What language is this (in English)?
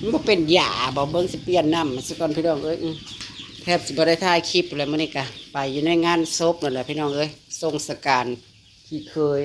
Northeastern Thai